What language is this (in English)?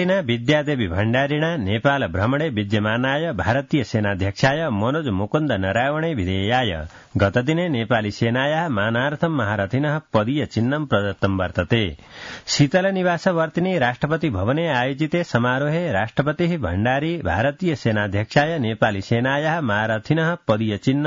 Sanskrit